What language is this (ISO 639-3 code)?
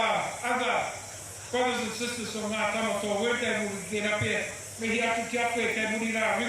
mri